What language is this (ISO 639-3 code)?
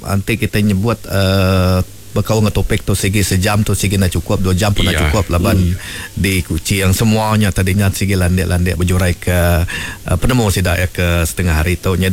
iba